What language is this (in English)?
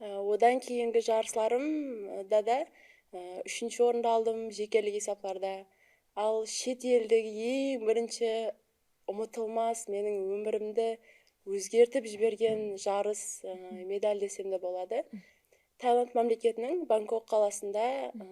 Kara-Kalpak